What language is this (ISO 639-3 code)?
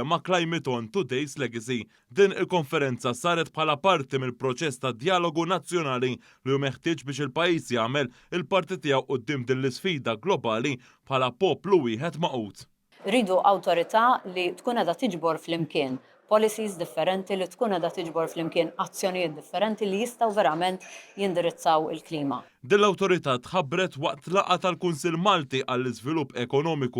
mlt